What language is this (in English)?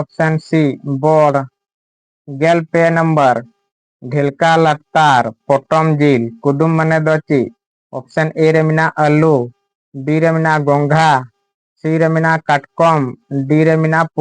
Santali